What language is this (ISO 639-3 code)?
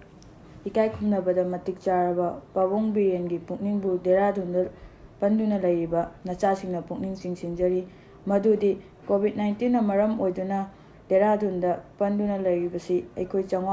mni